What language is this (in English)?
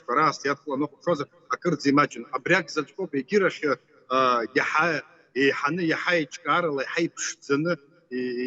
Abkhazian